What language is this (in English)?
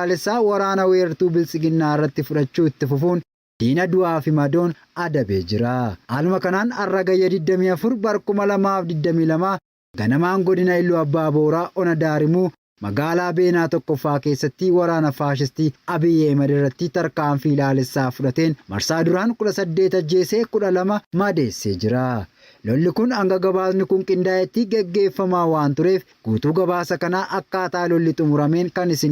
Oromo